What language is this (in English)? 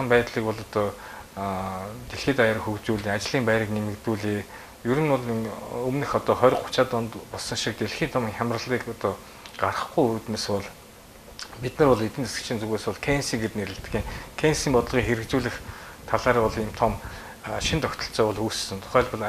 Mongolian